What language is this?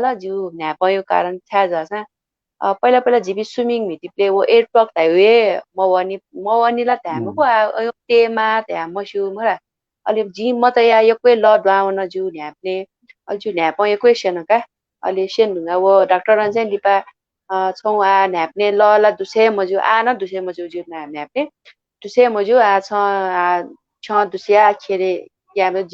Newari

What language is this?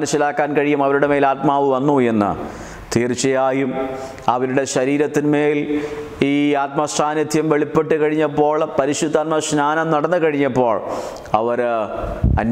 Malayalam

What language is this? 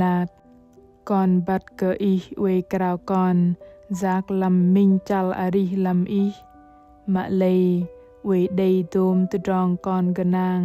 Bahnar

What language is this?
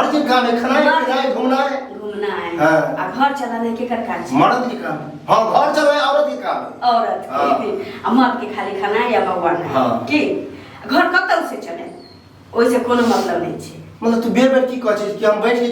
Maithili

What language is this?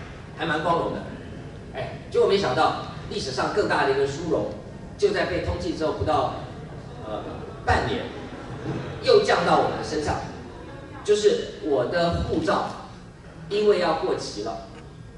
Chinese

